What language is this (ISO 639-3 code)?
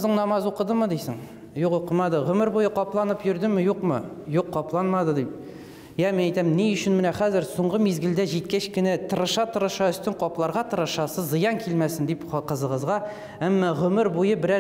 tat